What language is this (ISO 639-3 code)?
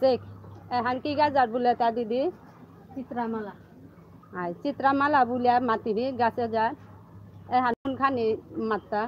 bpy